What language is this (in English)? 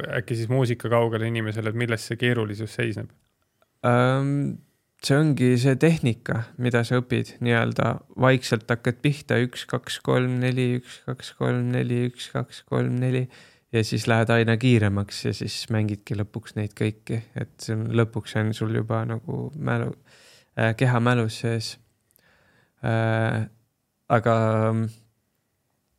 Estonian